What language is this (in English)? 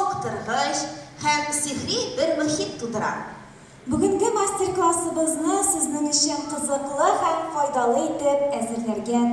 Tatar